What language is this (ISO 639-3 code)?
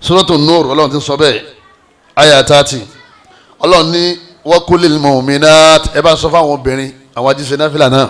yor